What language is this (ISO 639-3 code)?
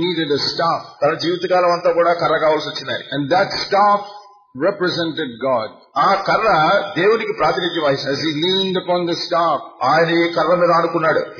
tel